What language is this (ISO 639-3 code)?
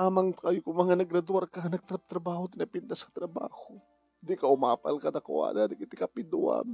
ilo